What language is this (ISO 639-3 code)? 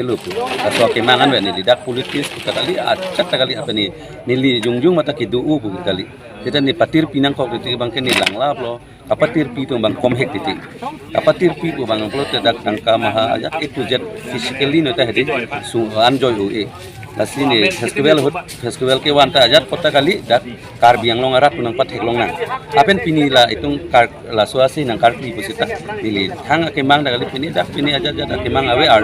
mjw